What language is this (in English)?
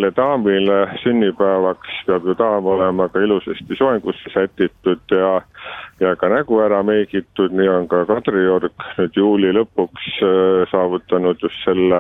Estonian